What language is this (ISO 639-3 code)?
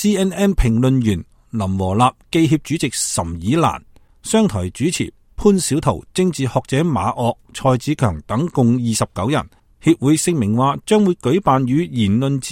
yue